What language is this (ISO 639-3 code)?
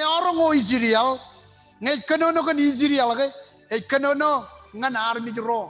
mah